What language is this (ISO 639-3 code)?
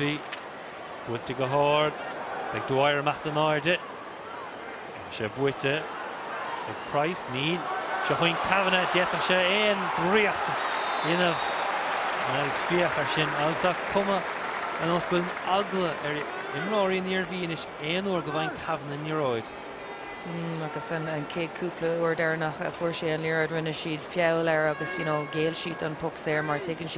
gle